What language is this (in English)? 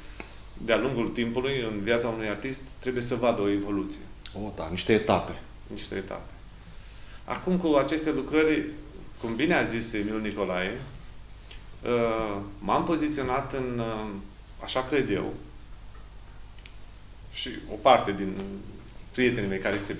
Romanian